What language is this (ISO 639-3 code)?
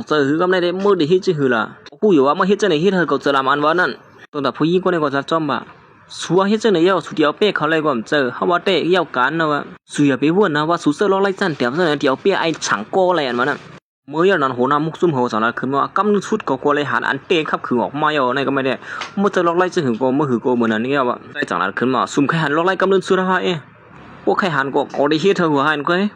shn